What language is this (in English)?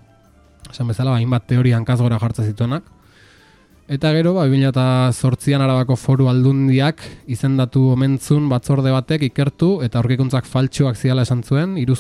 Basque